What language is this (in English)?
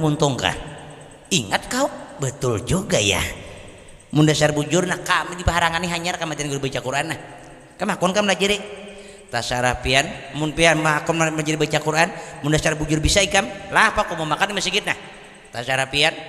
Banjar